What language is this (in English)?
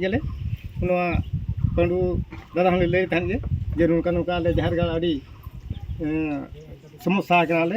Santali